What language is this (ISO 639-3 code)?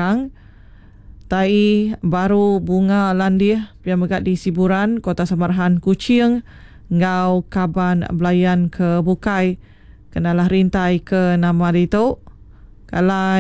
iba